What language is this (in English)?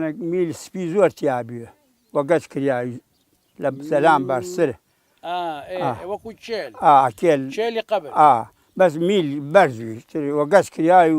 Central Kurdish